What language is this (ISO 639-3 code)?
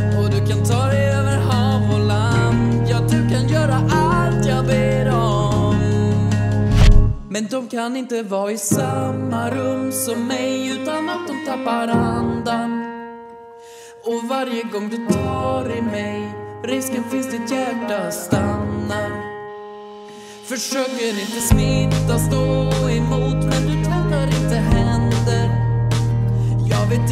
swe